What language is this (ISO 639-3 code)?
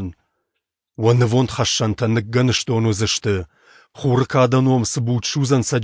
oss